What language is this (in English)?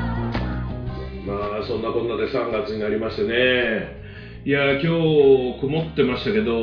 Japanese